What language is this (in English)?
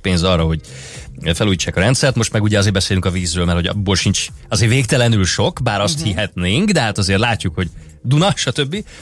Hungarian